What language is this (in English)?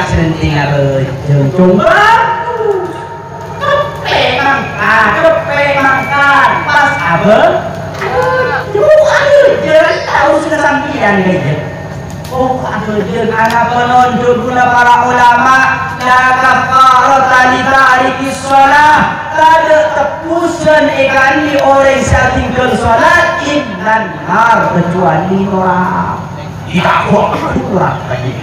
Madurese